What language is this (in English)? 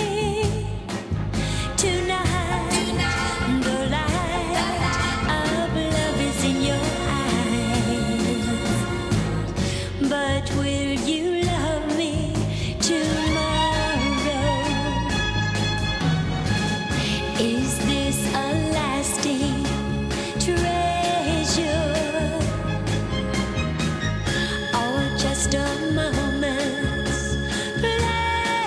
English